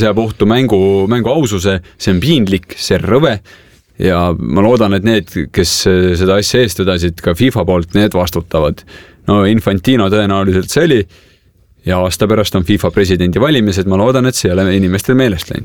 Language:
Estonian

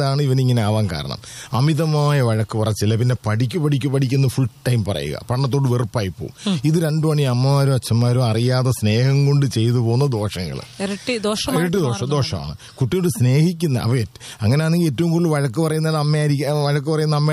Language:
Malayalam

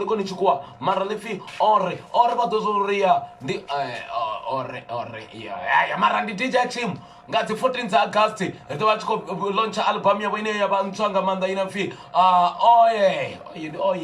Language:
Venda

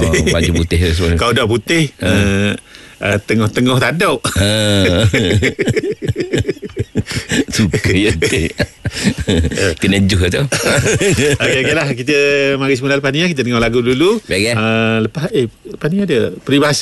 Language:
Malay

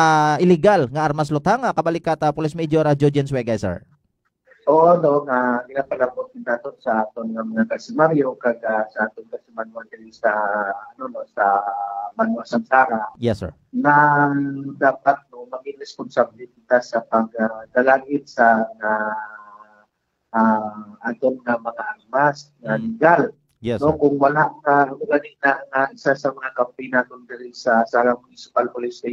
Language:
Hiligaynon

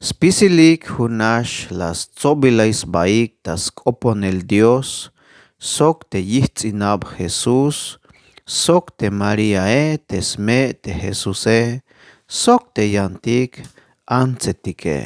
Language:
Tzeltal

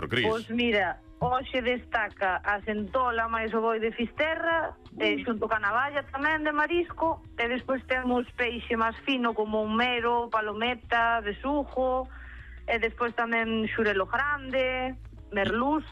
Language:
Galician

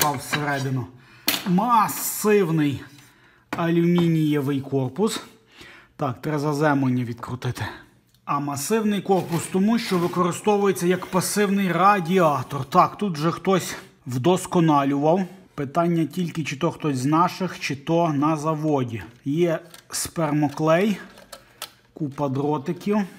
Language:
Ukrainian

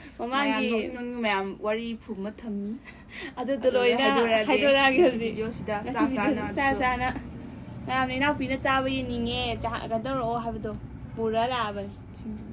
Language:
Manipuri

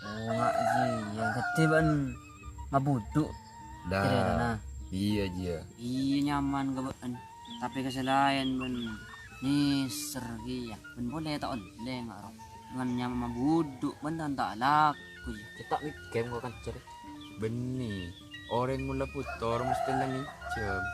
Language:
Madurese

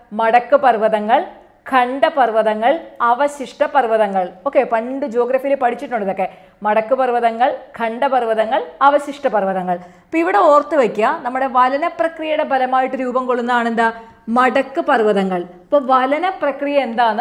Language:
Malayalam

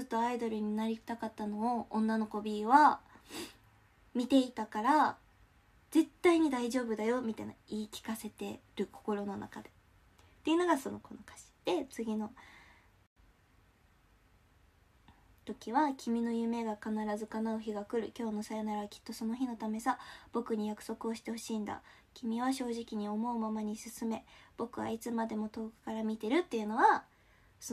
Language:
Japanese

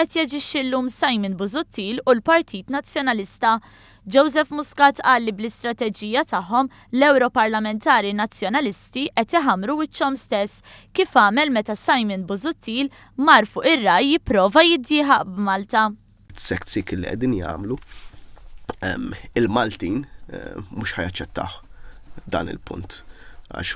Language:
Maltese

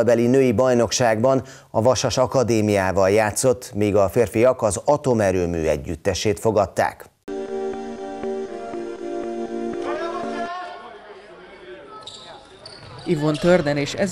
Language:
Hungarian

